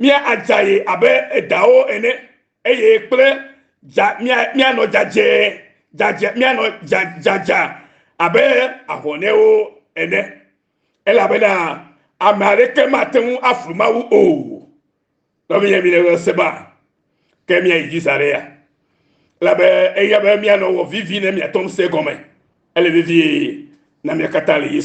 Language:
Ewe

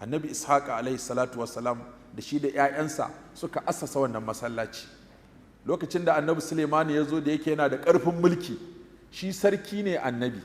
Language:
Hausa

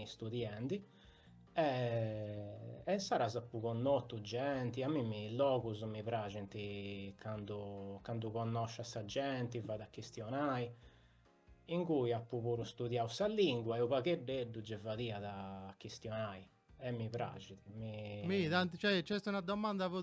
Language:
Sardinian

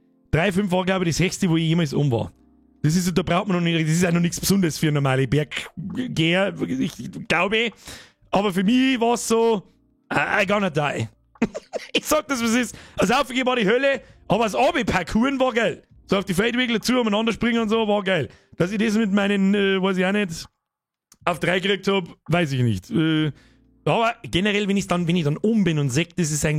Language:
Bavarian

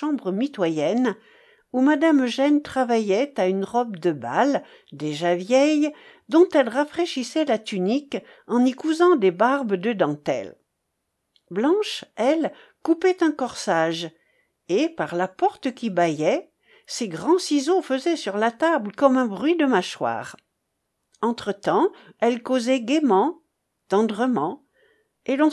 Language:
French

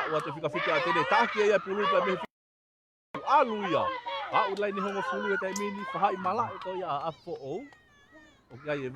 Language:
Tongan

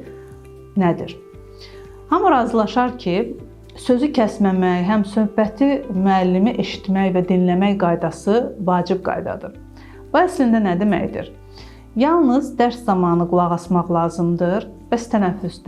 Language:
Azerbaijani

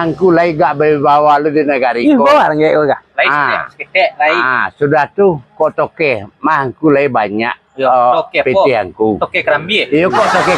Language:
Minangkabau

